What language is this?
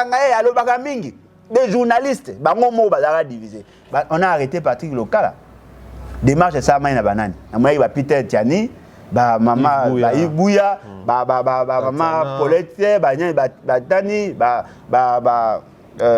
Lingala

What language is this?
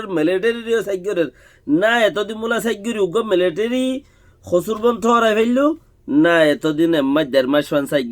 Rohingya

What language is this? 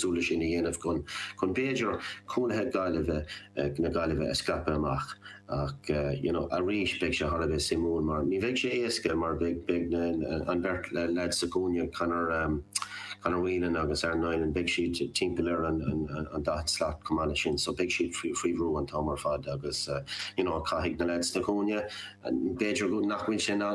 Irish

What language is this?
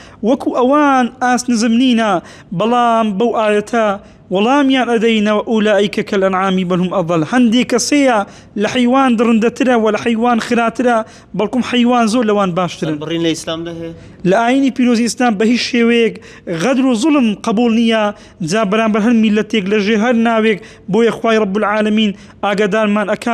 Central Kurdish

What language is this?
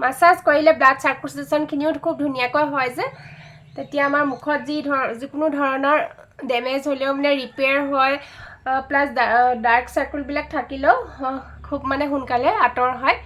Assamese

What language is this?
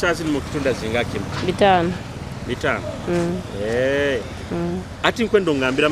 Nyoro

